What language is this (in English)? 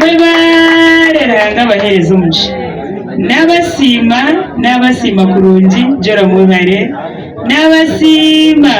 Nyankole